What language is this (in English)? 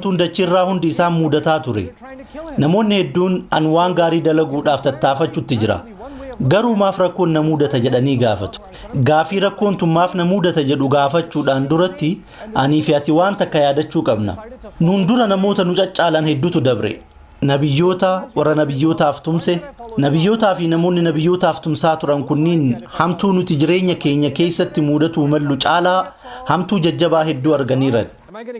Oromo